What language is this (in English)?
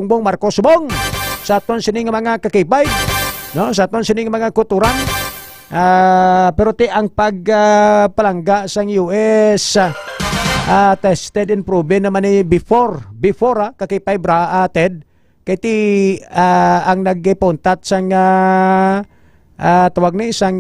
Hiligaynon